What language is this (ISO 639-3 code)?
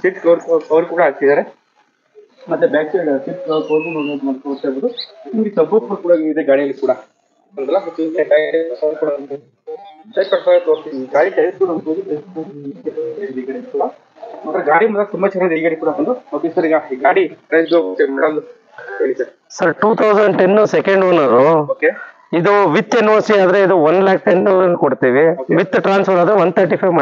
kan